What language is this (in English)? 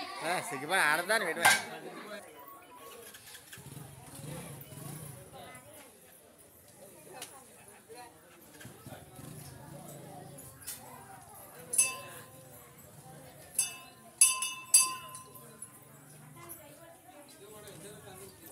Telugu